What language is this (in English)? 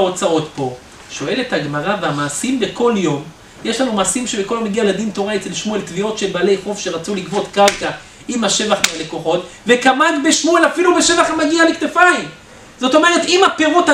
Hebrew